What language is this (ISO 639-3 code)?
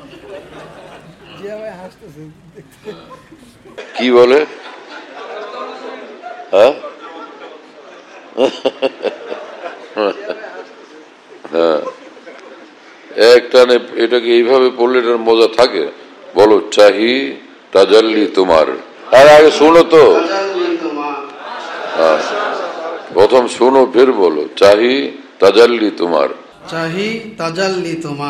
ben